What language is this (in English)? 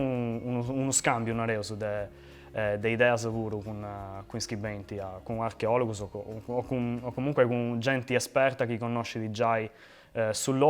Sardinian